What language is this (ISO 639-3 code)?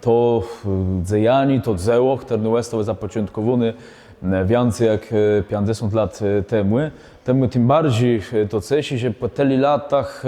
csb